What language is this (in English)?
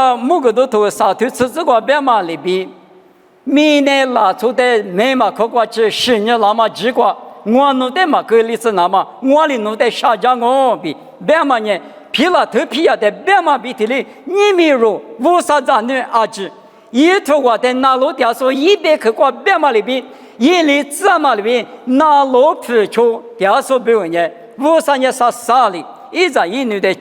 Lisu